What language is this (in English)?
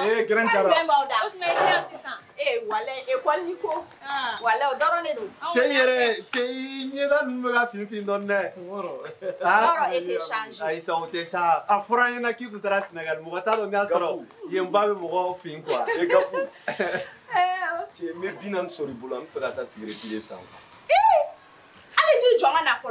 Bambara